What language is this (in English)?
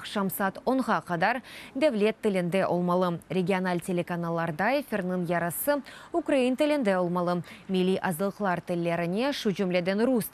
Crimean Tatar